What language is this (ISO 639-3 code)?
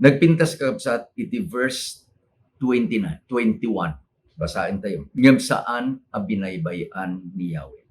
ilo